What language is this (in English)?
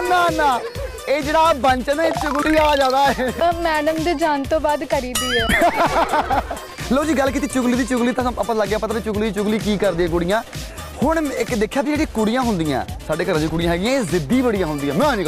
Punjabi